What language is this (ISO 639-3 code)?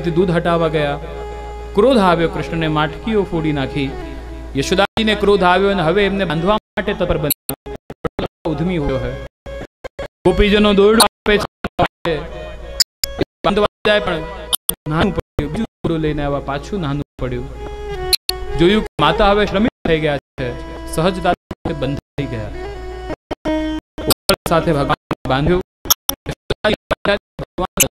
guj